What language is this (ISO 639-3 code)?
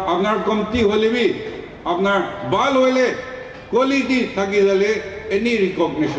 nag